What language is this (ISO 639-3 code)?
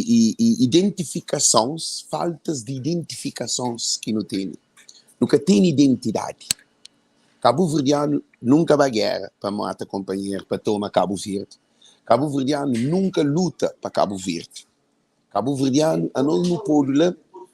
kea